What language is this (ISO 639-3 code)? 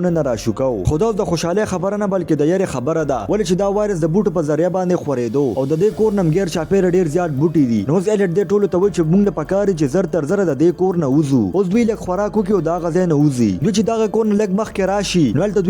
pus